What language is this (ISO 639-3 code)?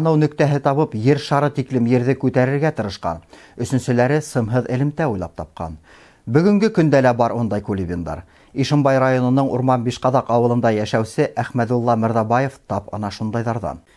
bak